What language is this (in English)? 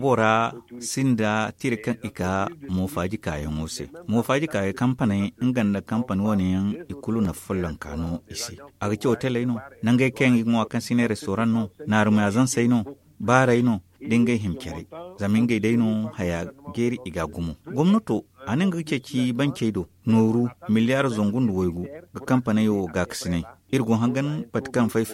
Zarma